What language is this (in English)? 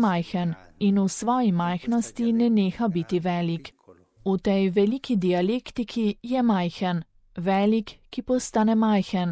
Slovenian